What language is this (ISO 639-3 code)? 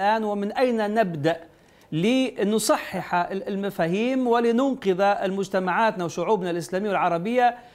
ara